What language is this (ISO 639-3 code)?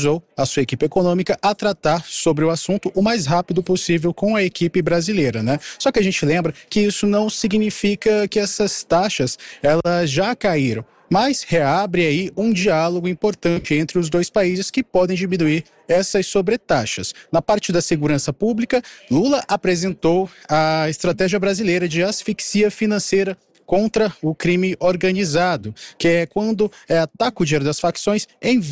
por